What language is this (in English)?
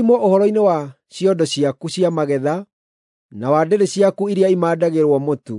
Kikuyu